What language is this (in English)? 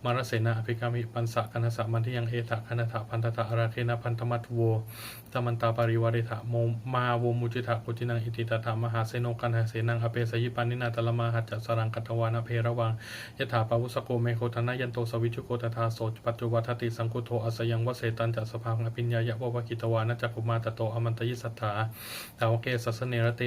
Pali